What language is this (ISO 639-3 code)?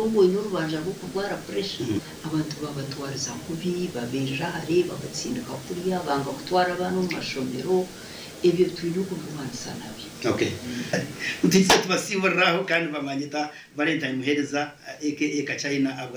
nyn